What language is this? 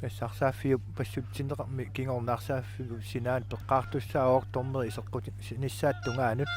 Kalaallisut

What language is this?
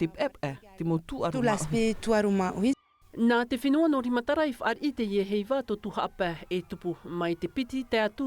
Tahitian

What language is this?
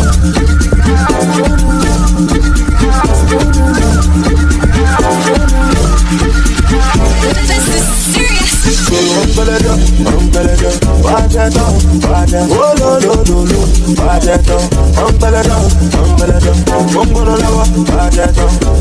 English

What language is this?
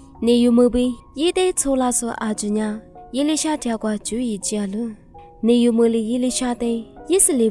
Lisu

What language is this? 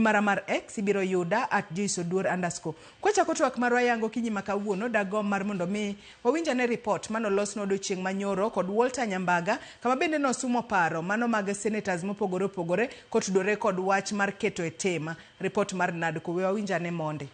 Luo (Kenya and Tanzania)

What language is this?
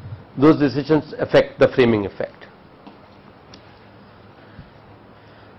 English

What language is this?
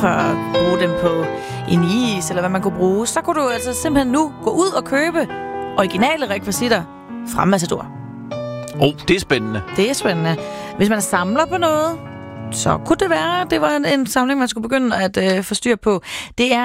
Danish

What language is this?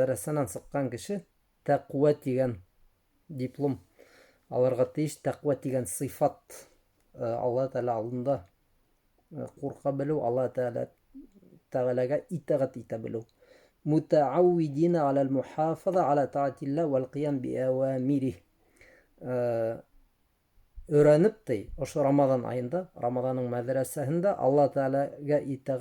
Bashkir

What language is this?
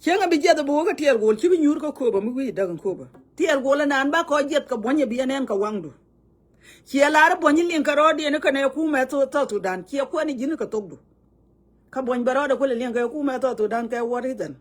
Nuer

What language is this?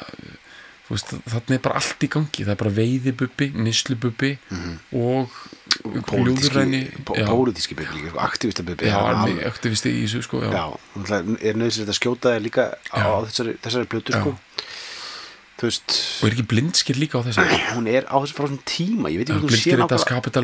Icelandic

